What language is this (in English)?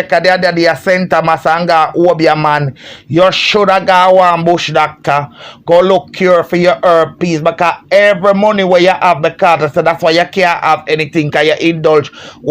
Jamaican Creole English